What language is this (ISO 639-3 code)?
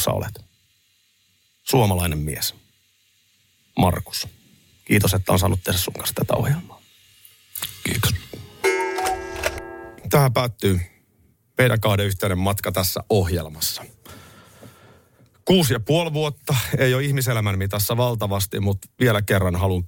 fin